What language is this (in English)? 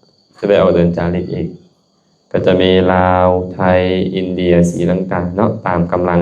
Lao